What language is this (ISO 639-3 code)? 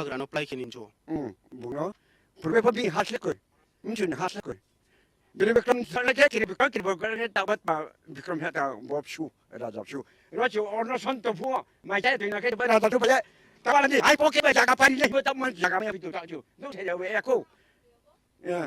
trp